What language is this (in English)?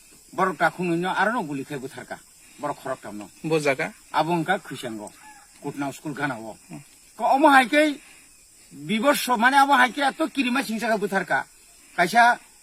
Kok Borok